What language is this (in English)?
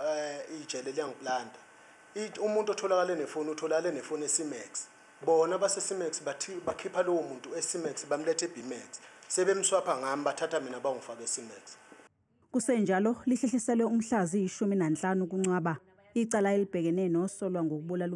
Zulu